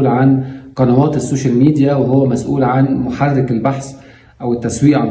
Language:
Egyptian Arabic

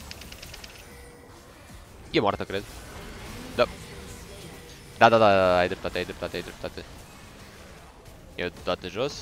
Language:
Romanian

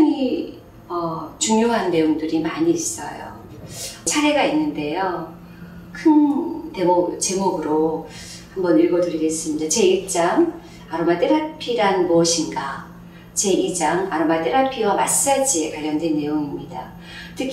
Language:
Korean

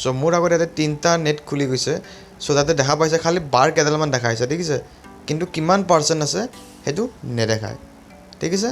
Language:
Assamese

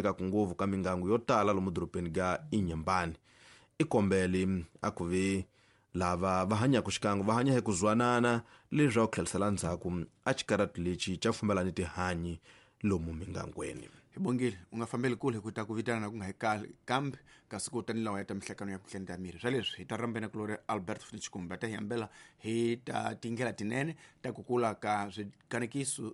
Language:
Tsonga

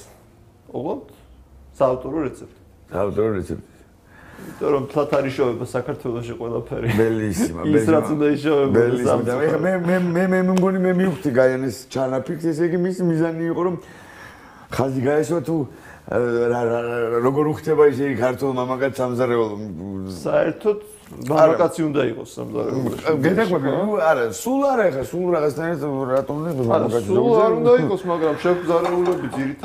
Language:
Georgian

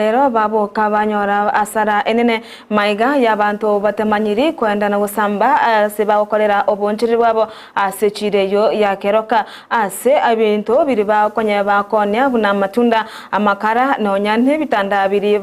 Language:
Gusii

